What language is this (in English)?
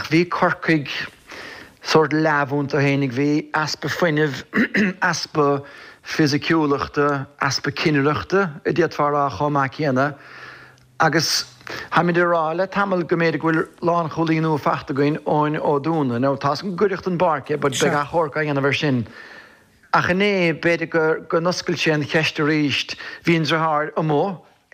Irish